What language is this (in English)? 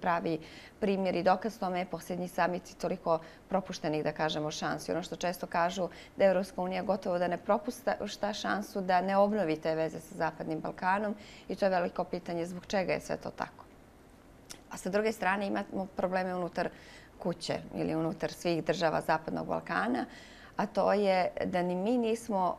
Bosnian